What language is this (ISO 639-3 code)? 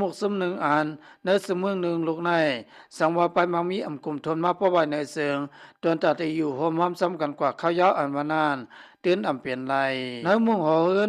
lao